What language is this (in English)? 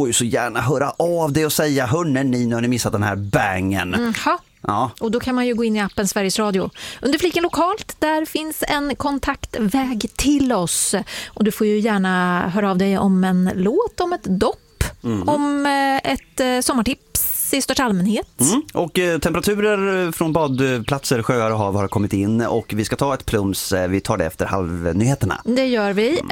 Swedish